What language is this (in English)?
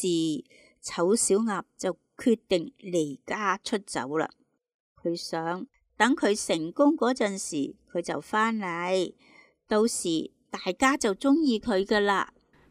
Cantonese